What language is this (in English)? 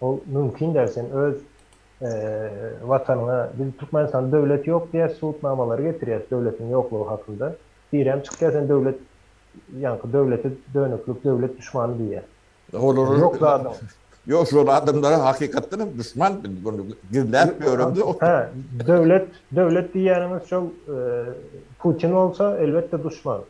Turkmen